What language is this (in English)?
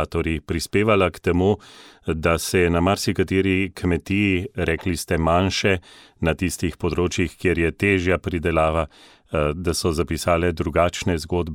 Slovenian